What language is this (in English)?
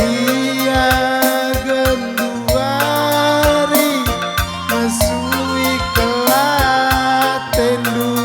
Batak Karo